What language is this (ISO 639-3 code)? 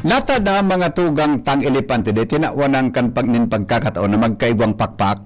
bik